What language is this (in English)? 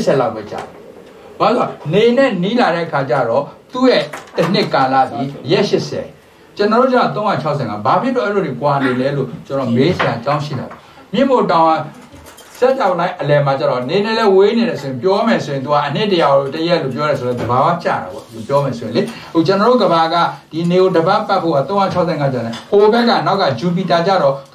Burmese